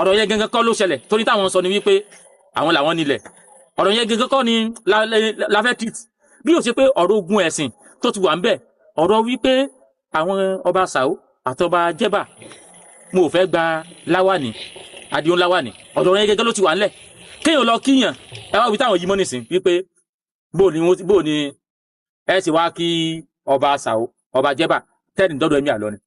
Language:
Yoruba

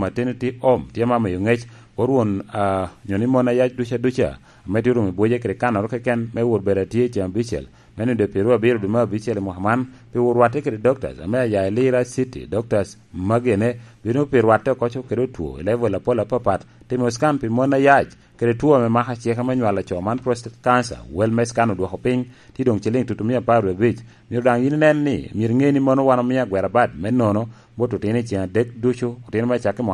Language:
Lango (Uganda)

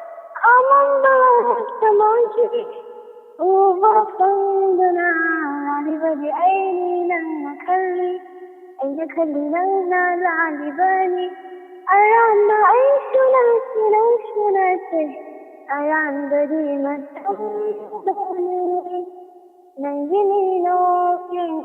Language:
Manipuri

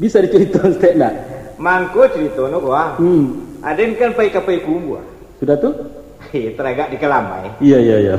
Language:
Minangkabau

